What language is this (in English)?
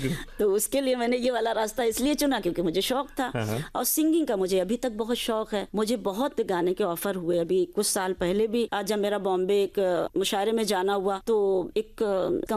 Hindi